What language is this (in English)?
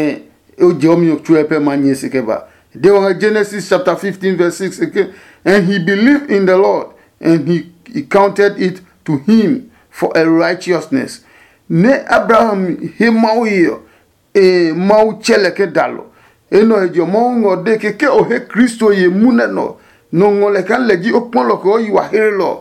Adangme